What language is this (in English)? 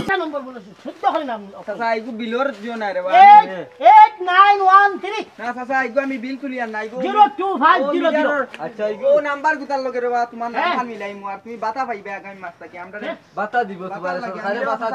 Sylheti